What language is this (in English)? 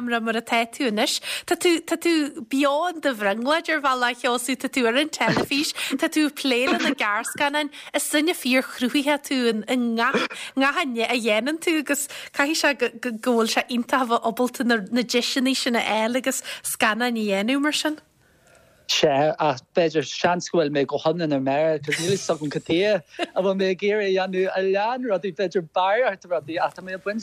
Irish